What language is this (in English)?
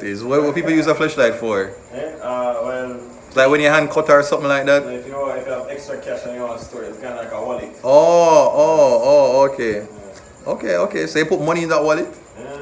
Jamaican Creole English